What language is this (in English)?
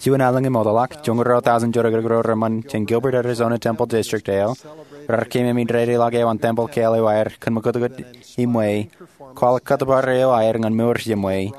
Marshallese